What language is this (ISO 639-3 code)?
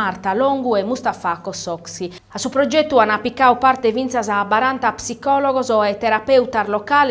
srd